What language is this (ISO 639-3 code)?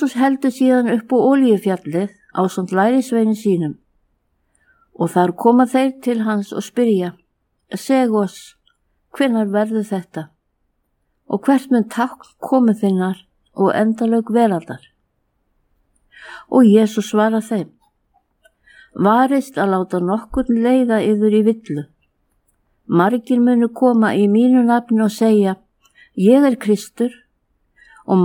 isl